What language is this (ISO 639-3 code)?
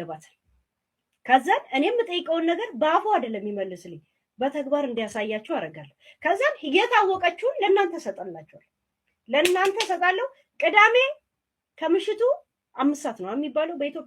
amh